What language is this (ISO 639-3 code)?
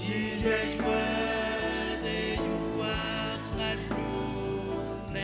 mah